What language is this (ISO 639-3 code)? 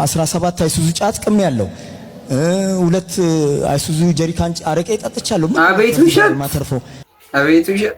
amh